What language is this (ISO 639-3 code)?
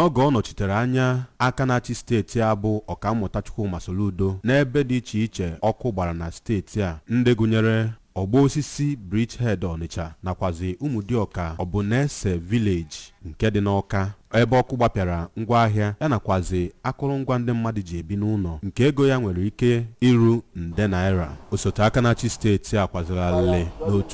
ibo